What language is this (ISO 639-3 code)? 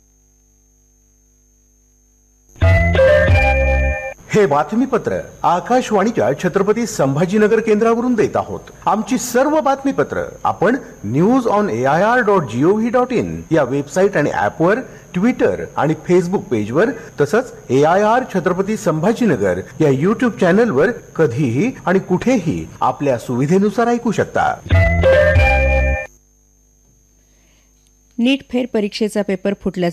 mar